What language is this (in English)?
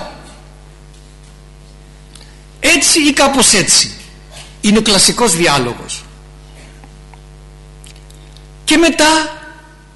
Greek